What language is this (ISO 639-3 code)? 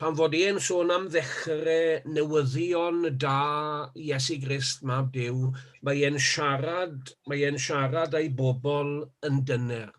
cym